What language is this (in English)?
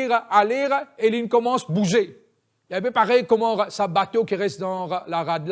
Morisyen